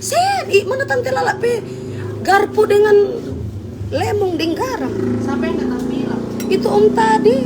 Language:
Manado Malay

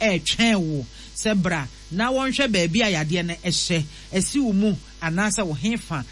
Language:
Akan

